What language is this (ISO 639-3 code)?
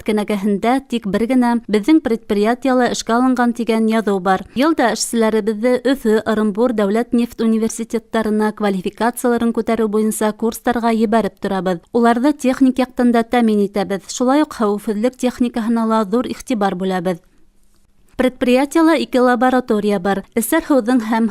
bak